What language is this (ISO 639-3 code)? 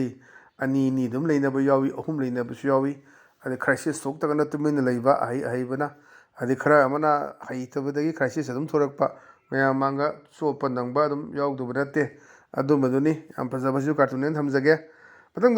mni